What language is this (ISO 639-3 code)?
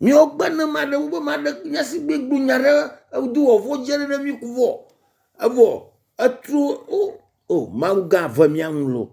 ewe